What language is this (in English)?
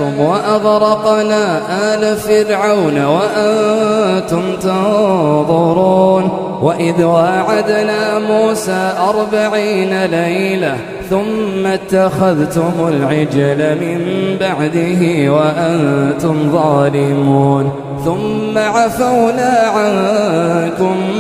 Arabic